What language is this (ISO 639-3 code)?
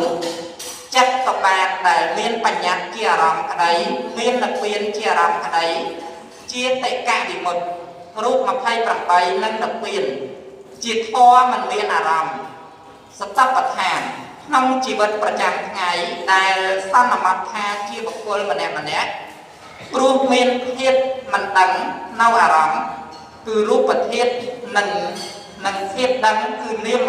khm